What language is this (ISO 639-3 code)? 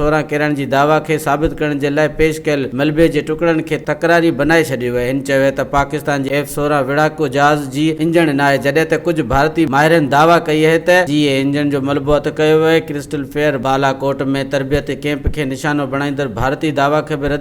snd